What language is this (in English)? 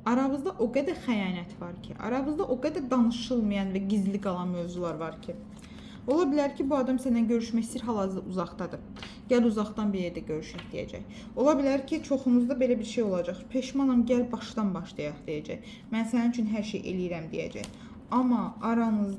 Azerbaijani